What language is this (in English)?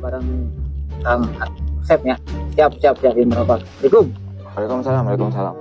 Sundanese